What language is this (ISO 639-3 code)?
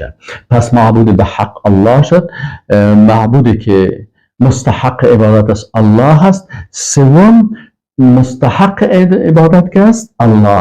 fas